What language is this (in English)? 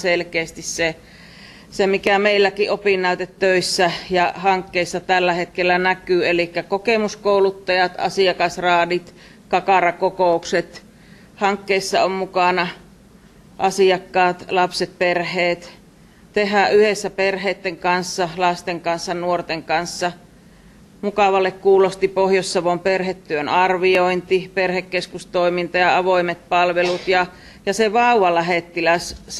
Finnish